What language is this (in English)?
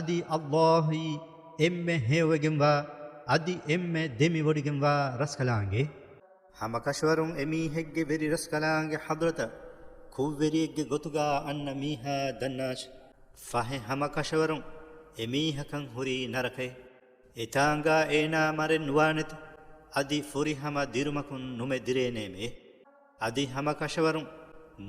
Divehi